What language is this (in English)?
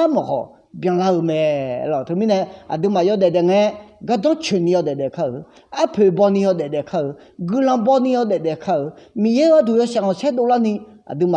Akha